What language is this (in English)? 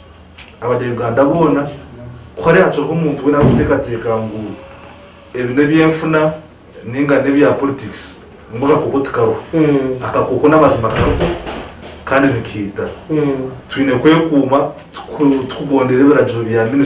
Nyankole